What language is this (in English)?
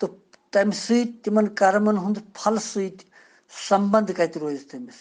Kashmiri